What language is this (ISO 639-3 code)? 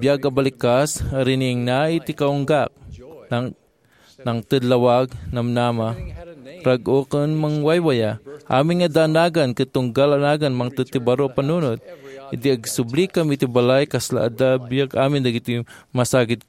ilo